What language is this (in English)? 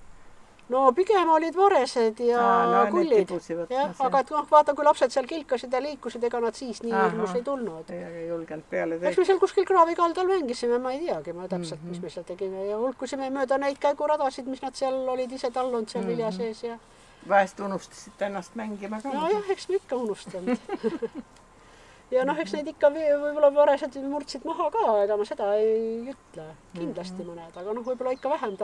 Estonian